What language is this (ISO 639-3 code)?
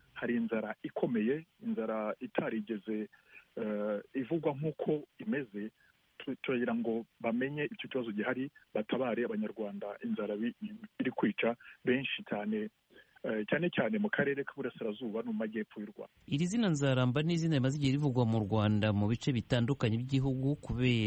kin